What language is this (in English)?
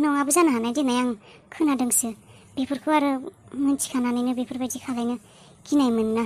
Bodo